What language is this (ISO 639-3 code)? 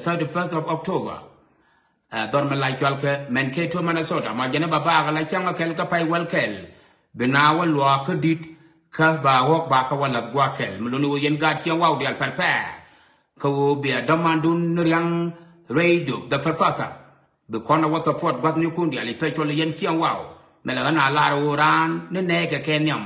nus